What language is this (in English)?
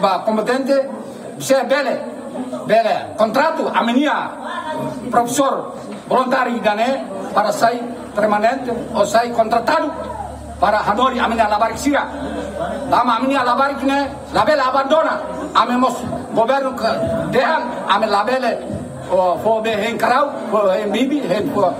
Tetum